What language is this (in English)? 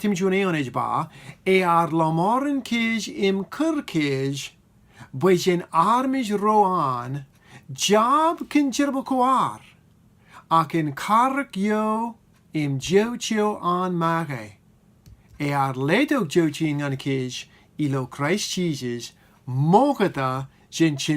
Marshallese